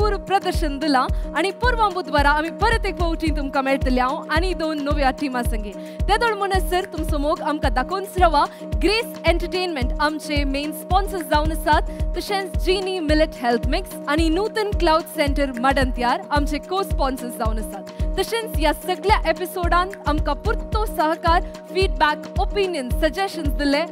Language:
Konkani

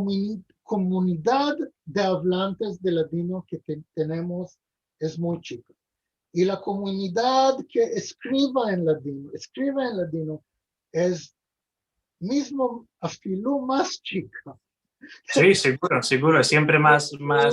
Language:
Ladino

